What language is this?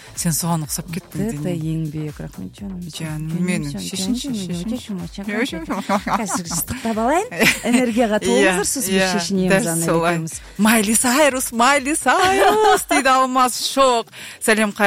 Kazakh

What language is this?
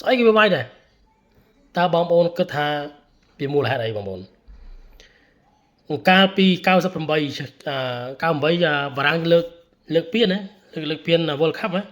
Khmer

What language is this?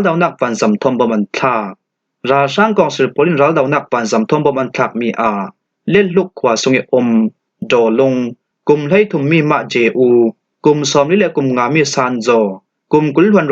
Falam Chin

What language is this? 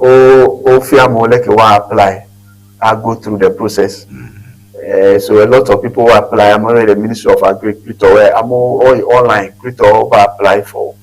Ewe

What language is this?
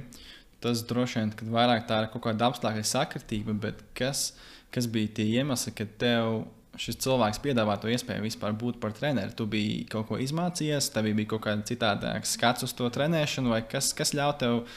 Latvian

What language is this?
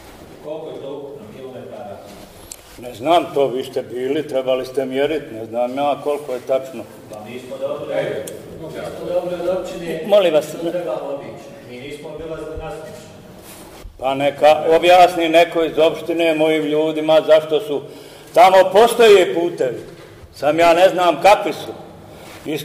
Bosnian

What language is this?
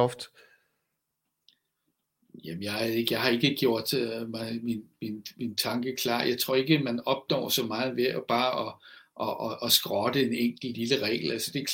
Danish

